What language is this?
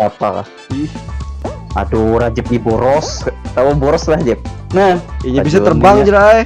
Banjar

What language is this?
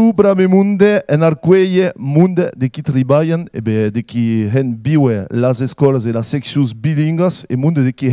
Occitan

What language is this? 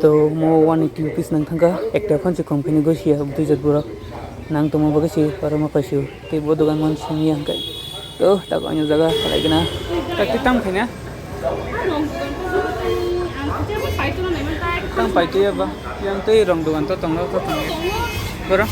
Kok Borok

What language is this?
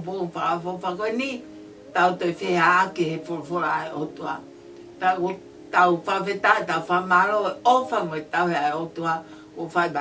Tongan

